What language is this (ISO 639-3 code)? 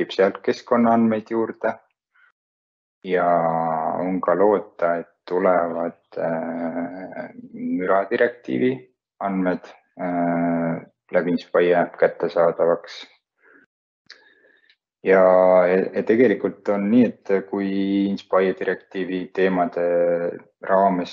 est